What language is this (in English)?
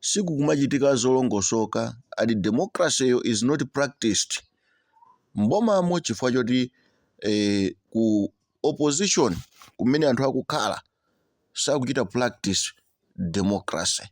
Nyanja